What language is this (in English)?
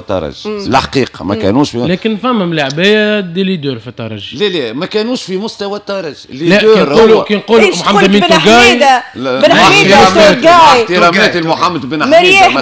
Tunisian Arabic